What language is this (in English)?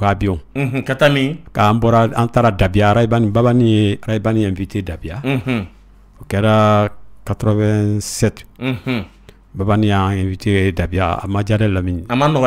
Bambara